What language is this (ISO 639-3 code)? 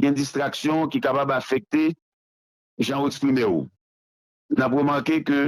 hat